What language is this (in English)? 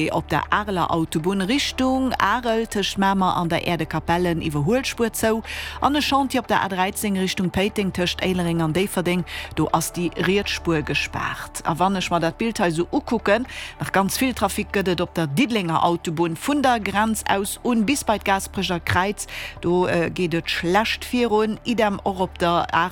Luxembourgish